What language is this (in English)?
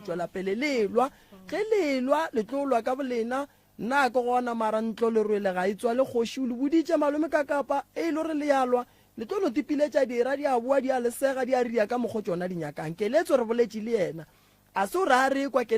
Northern Sotho